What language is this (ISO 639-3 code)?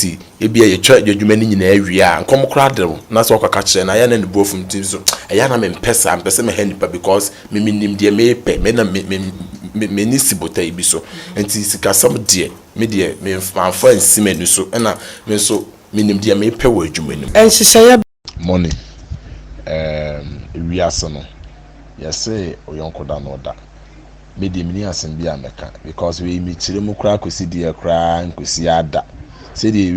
aka